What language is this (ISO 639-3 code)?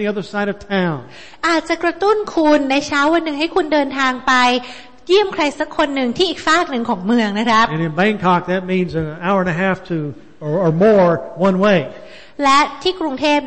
tha